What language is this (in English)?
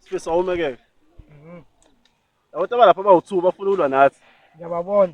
Zulu